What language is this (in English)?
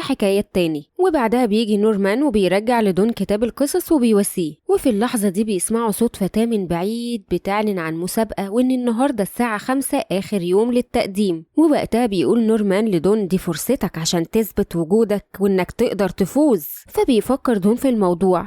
Egyptian Arabic